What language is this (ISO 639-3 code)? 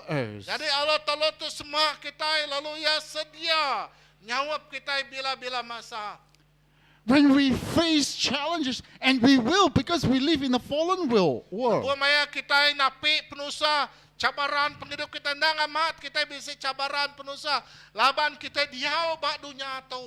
iba